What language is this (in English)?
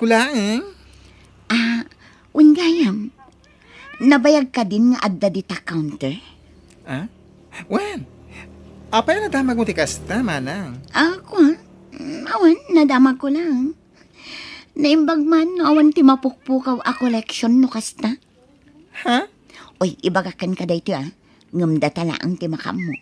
Iloko